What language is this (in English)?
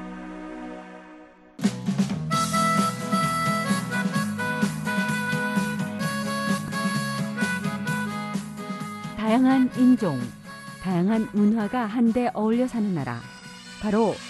Korean